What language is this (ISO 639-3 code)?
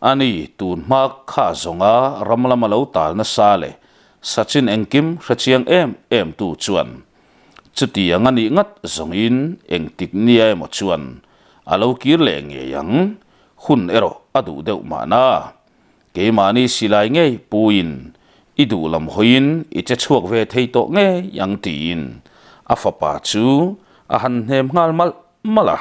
lus